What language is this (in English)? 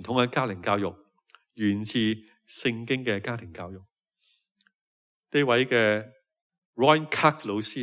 Cantonese